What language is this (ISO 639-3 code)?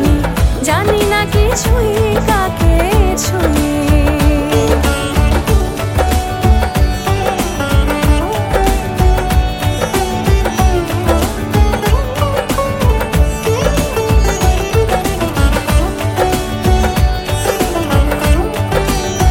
ben